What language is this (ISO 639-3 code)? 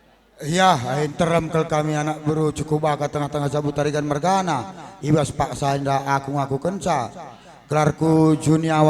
btx